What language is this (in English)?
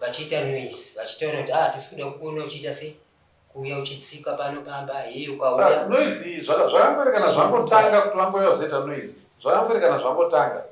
Shona